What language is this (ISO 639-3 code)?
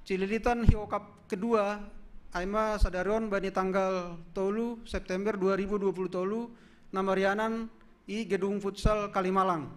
bts